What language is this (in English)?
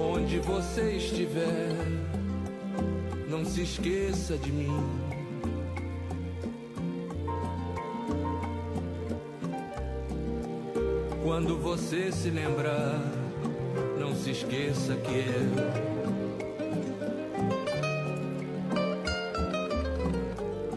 Portuguese